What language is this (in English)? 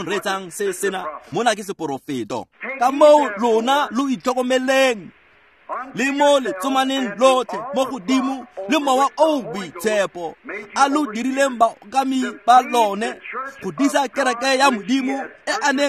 Tswana